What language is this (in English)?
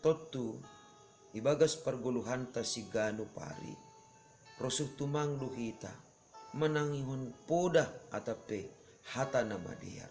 Batak Simalungun